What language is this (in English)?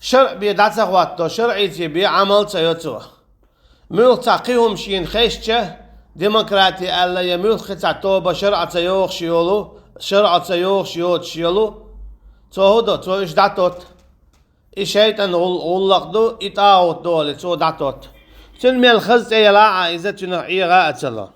Chechen